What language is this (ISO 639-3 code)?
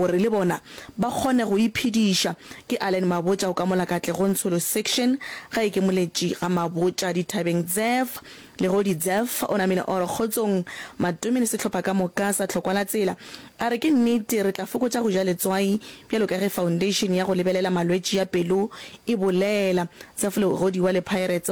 nso